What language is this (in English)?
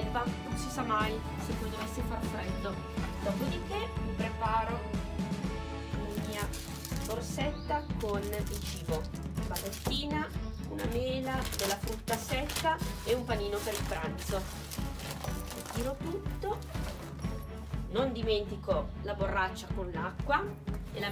Italian